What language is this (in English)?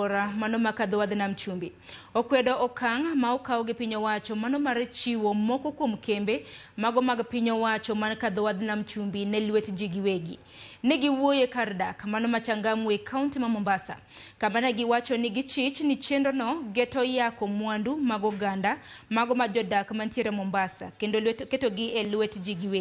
Luo (Kenya and Tanzania)